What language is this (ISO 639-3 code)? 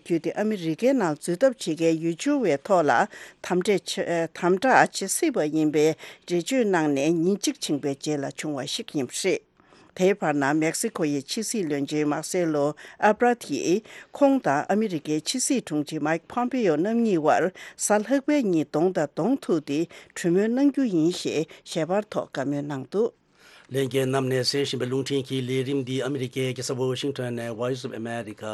bod